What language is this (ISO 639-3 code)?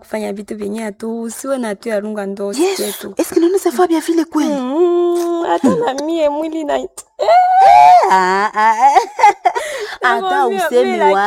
swa